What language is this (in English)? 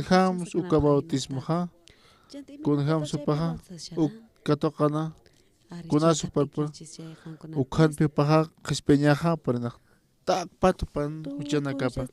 Aymara